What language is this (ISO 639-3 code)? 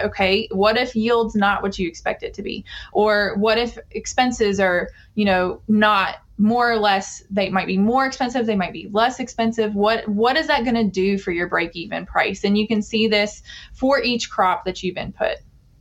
eng